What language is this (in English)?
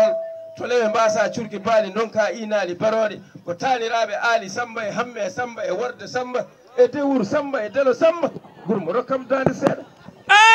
Fula